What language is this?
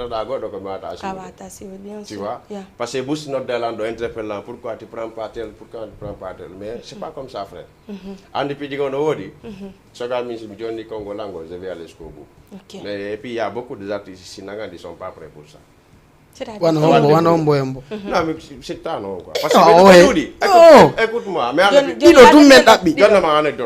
Fula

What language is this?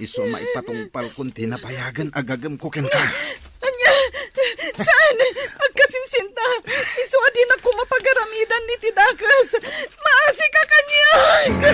Iloko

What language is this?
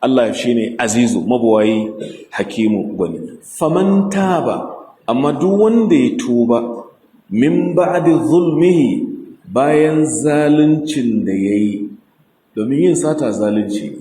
Hausa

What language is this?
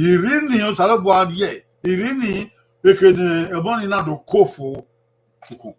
Bini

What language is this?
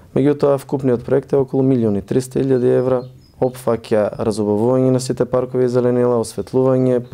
Macedonian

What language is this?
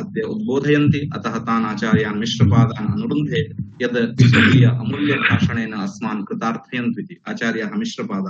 Sanskrit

